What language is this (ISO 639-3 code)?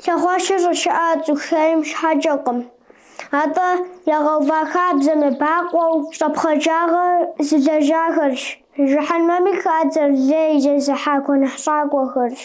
kbd